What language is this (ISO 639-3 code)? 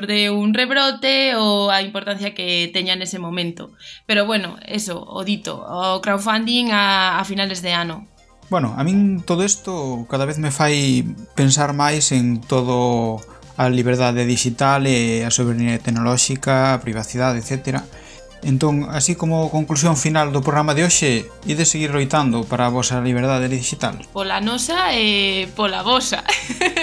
glg